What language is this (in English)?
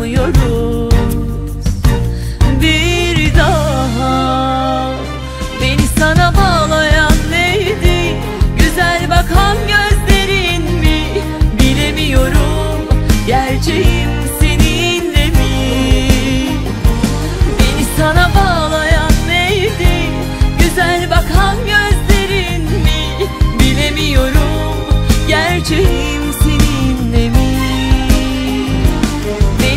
Turkish